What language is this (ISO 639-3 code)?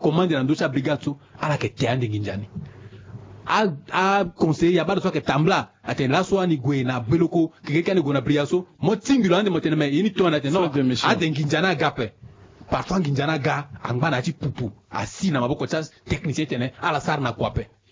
sag